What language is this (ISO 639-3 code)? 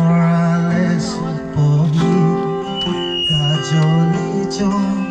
trp